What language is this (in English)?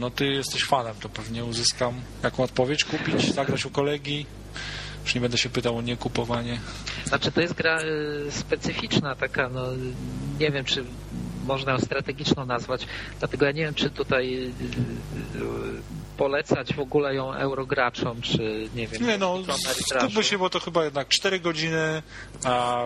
Polish